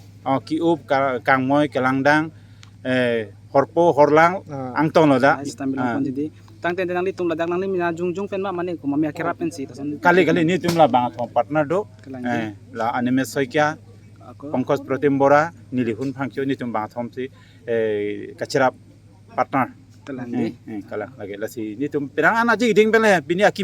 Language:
Karbi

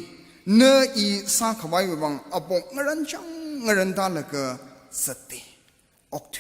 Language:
Tangkhul Naga (India)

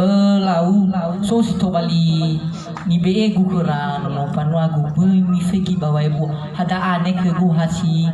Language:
Nias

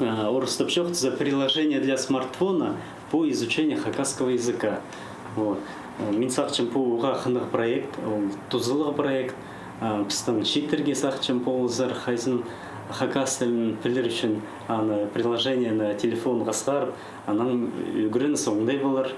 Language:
Khakas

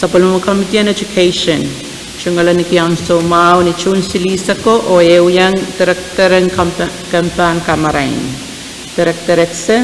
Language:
Pohnpeian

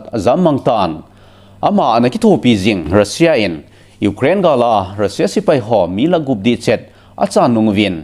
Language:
Thado Chin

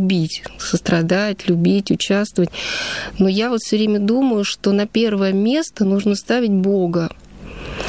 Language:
Russian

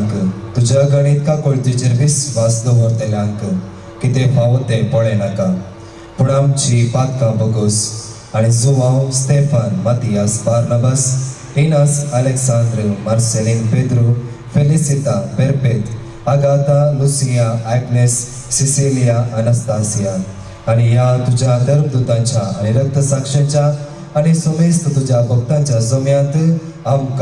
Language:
Konkani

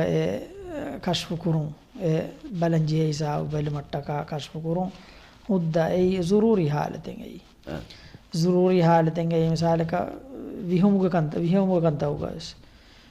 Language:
Divehi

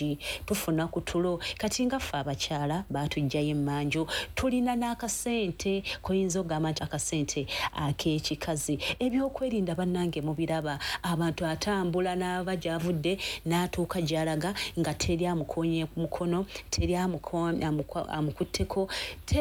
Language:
Ganda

